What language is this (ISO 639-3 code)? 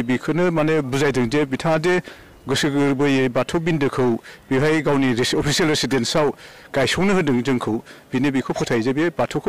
brx